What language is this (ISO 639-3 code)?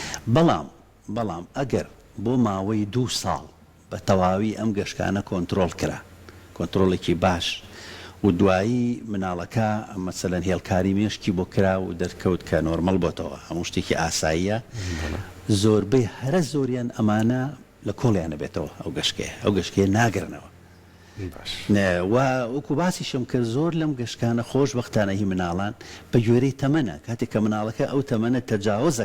ckb